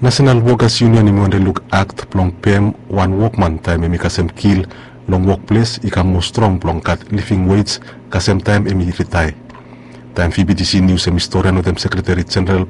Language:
Bislama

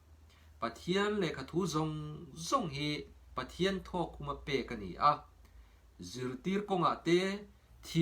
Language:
Mizo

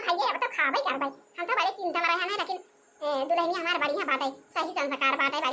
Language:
Awadhi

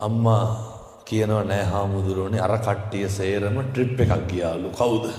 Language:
Sinhala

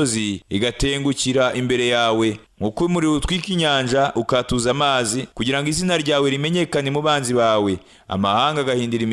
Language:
Kinyarwanda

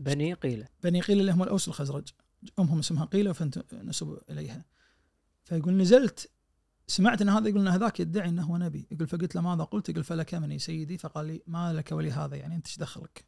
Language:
Najdi Arabic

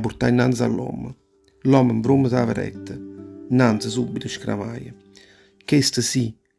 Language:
Neapolitan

